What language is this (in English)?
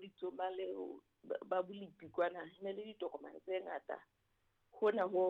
Southern Sotho